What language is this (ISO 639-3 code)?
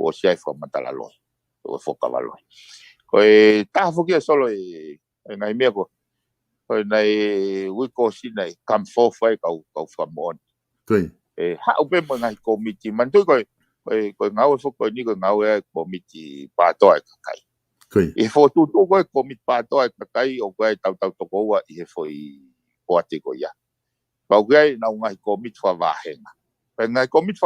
ton